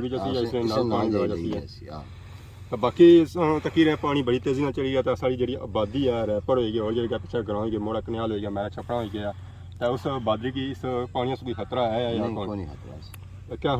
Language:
Pahari-Potwari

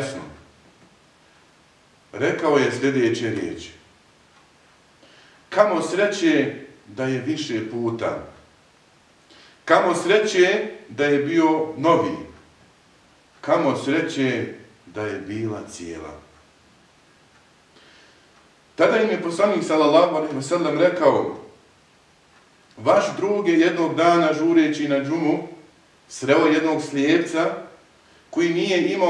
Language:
Bosnian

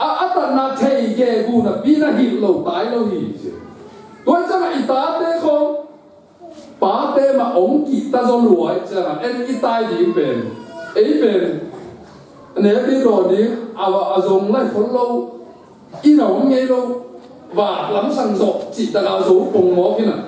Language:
Tedim Chin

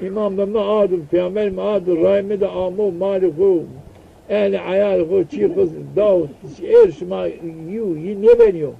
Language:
Zaza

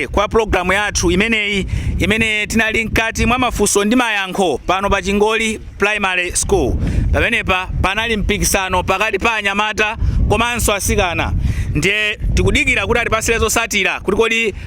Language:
Nyanja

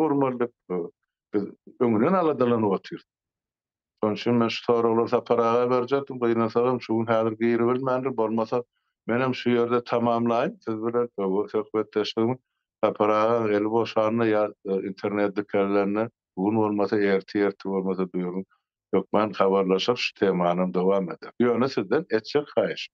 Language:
Turkmen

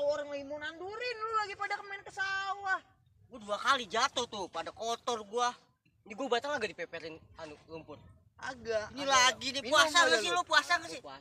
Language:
Betawi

